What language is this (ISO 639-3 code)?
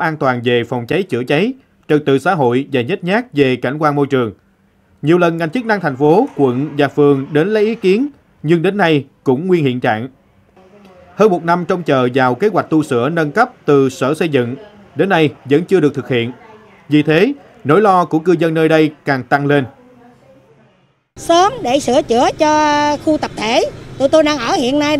vie